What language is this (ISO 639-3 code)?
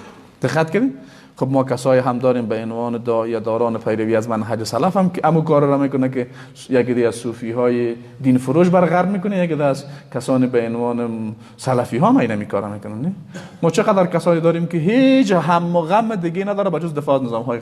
fas